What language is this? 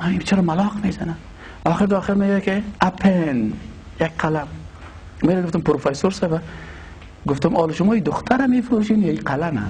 Persian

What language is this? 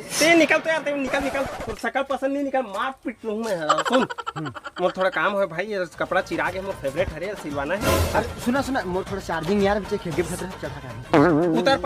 Chhattisgarhi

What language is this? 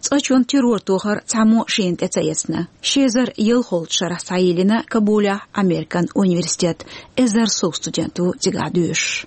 Chechen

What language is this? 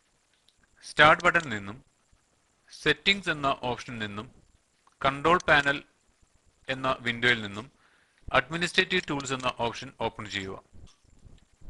Malayalam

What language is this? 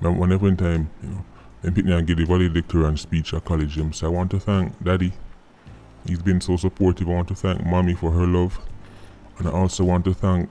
Jamaican Creole English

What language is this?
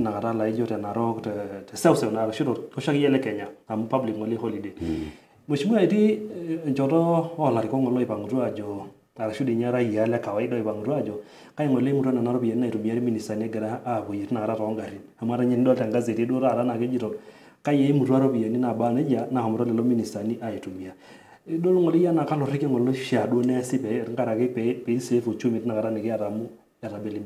Masai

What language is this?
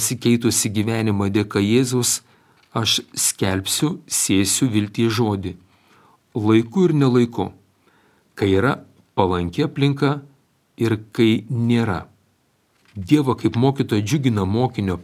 Lithuanian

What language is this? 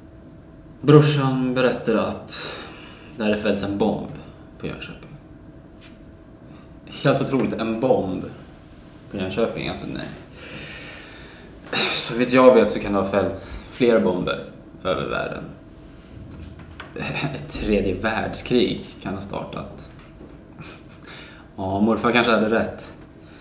Swedish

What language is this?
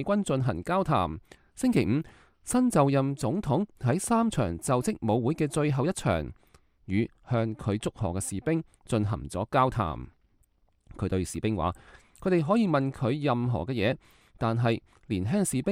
Cantonese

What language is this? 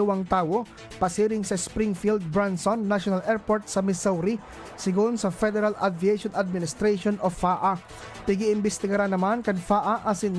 Bikol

